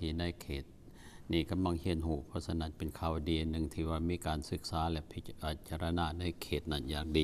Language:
Lao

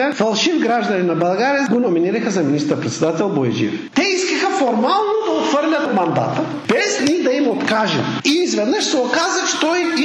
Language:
Bulgarian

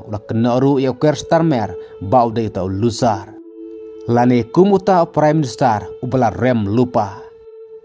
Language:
Khasi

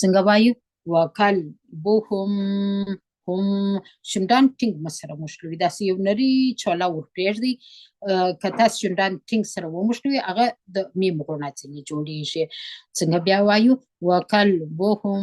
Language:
Pashto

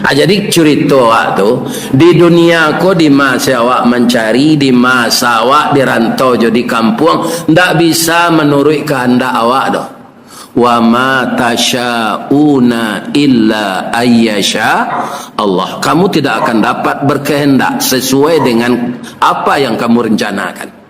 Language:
Minangkabau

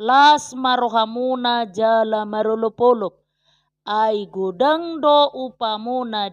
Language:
Batak Toba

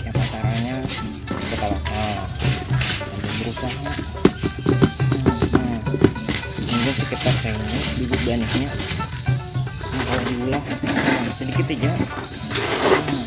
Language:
Banjar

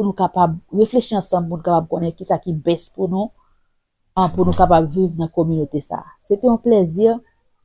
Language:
Haitian Creole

